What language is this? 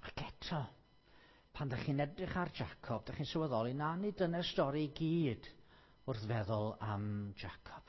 Welsh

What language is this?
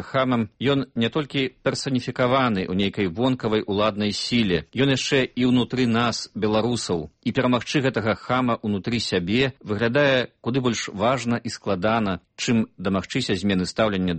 Belarusian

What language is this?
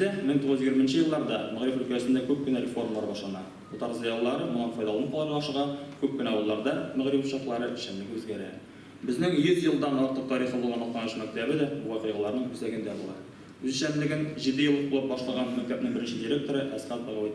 Tatar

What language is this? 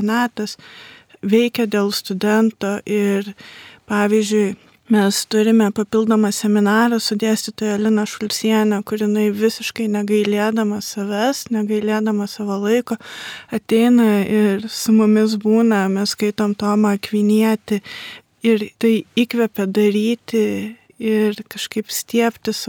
Lithuanian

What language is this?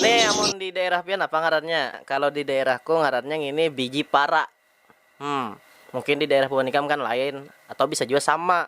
Banjar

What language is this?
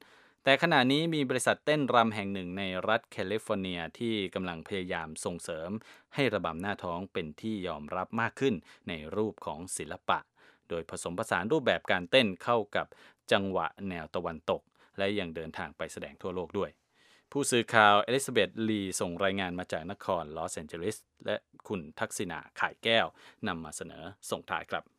Thai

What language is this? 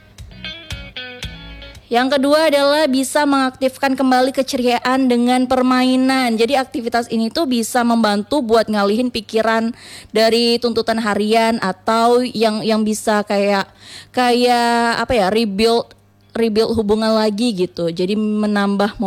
Indonesian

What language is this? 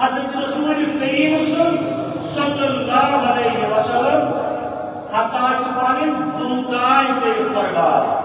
Kashmiri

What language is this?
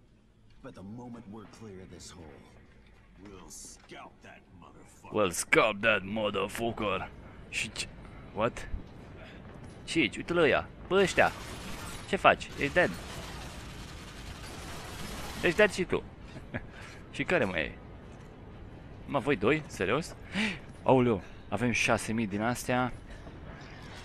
Romanian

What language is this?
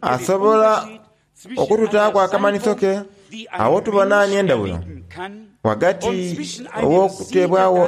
Soga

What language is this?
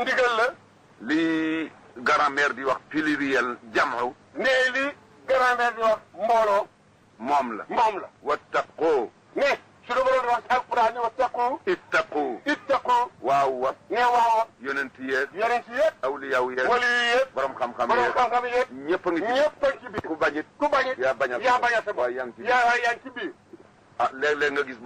Wolof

